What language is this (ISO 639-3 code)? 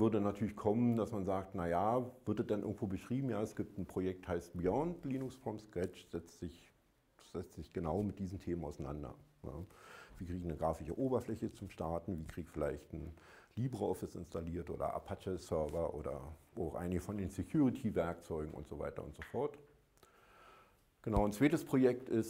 deu